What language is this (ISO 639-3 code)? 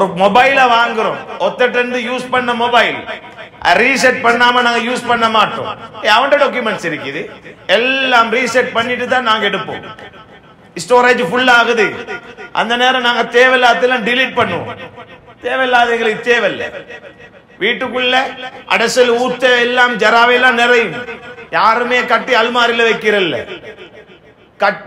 tam